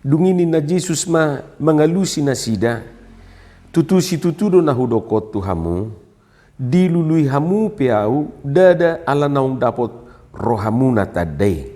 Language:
Batak Toba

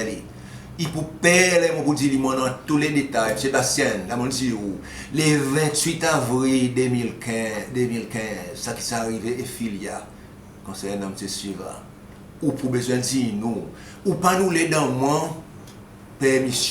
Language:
Seselwa Creole French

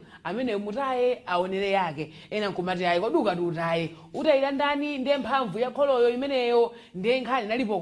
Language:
Nyanja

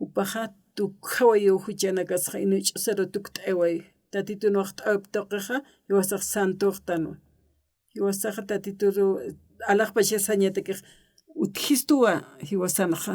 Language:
Aymara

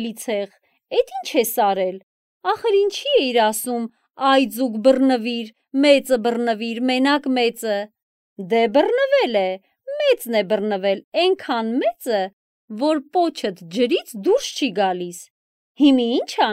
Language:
Armenian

